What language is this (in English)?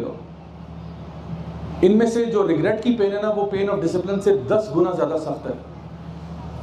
Urdu